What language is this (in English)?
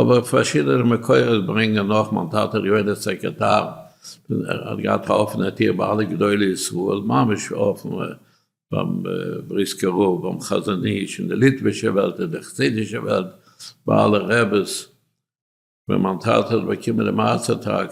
Yiddish